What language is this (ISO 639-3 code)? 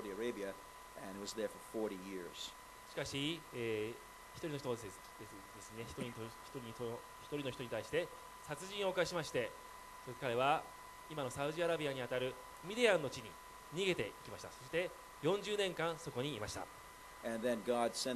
jpn